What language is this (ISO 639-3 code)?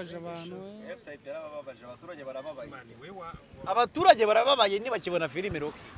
kin